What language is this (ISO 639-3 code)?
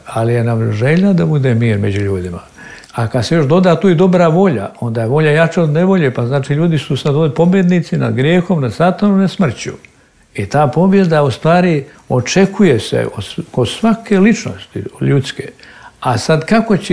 srp